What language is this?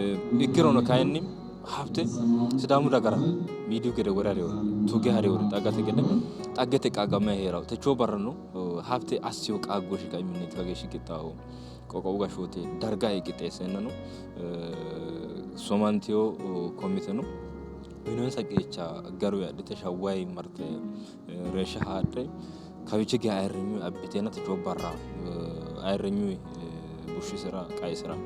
Sidamo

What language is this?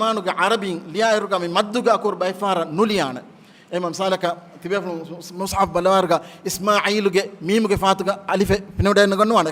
Divehi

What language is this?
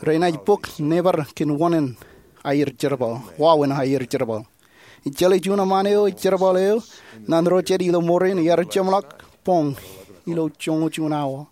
Marshallese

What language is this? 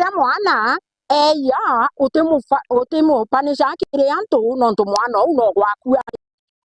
Meru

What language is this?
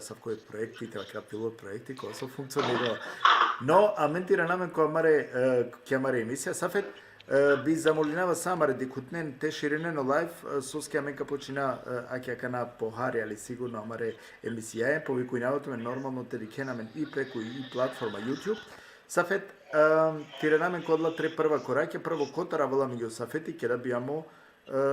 Balkan Romani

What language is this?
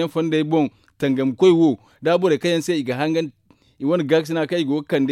Zarma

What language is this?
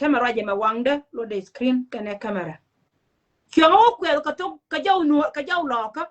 Nuer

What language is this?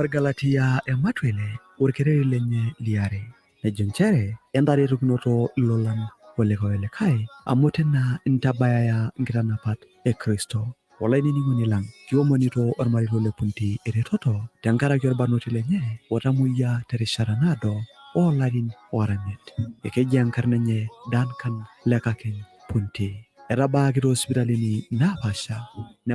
Masai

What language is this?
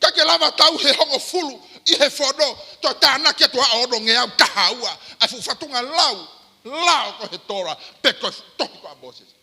Tongan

